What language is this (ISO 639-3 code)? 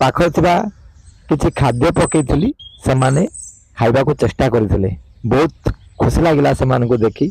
ori